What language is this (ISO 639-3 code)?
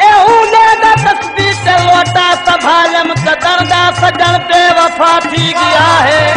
skr